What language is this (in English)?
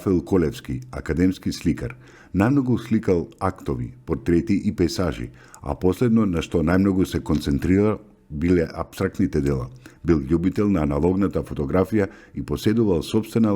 Macedonian